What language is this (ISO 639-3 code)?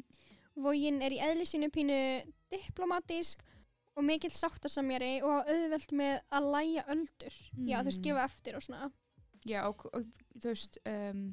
isl